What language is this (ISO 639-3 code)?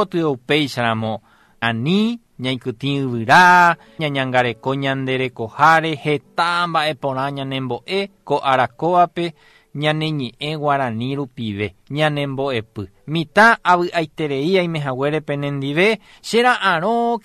grn